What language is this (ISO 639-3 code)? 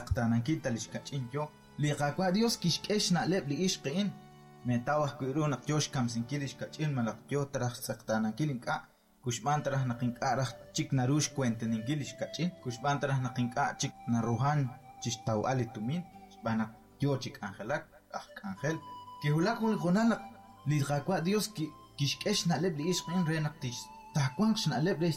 kek